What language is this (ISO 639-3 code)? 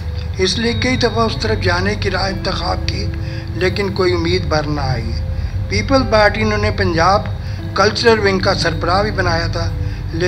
urd